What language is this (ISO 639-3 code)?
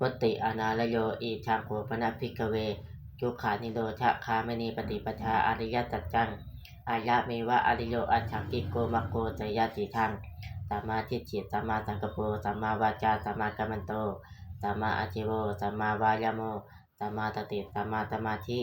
pli